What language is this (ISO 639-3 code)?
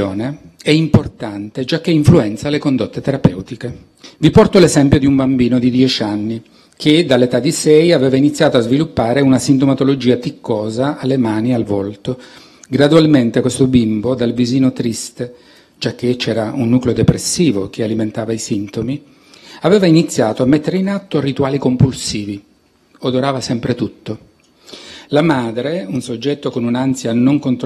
ita